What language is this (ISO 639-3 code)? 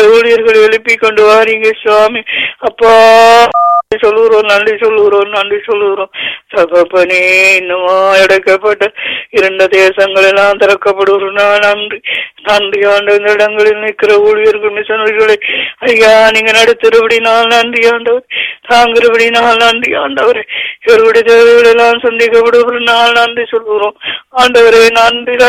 tam